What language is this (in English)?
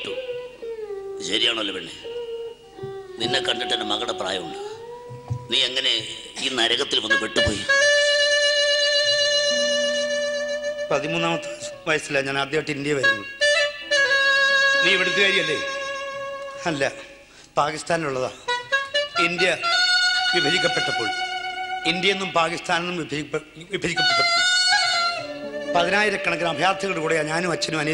Malayalam